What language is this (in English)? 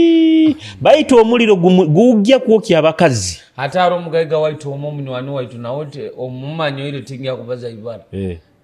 Nyoro